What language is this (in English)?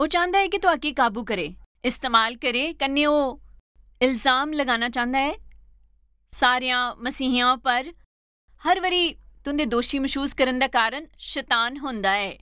Dogri